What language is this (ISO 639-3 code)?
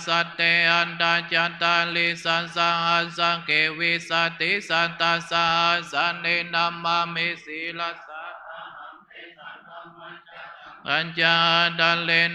pli